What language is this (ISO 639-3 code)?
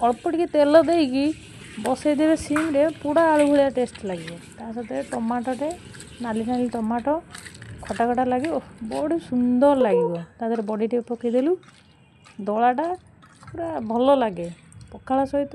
ori